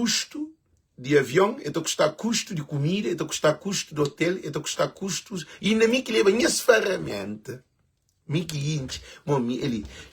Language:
Kabuverdianu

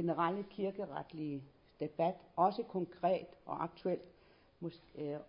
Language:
Danish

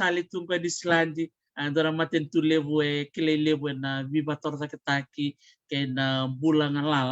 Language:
Fijian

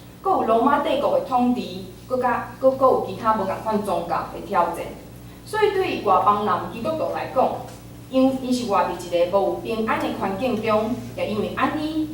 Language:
Min Nan Chinese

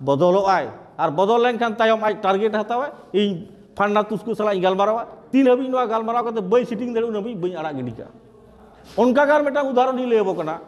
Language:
Santali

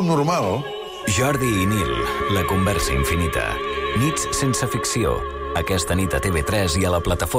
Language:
Catalan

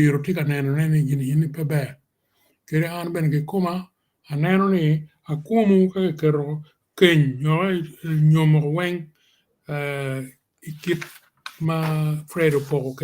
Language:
Acoli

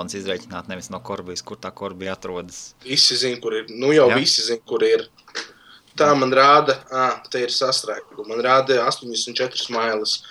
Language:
Latvian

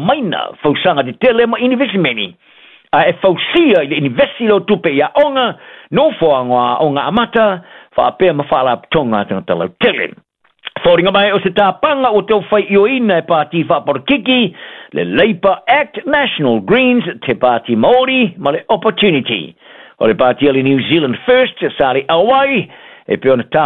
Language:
Samoan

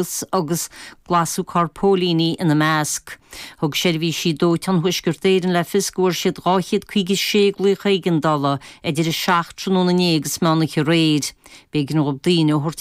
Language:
Irish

